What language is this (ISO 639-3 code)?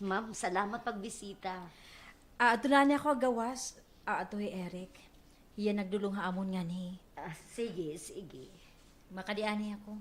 war